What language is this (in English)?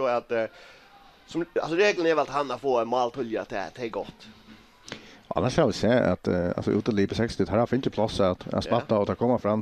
Faroese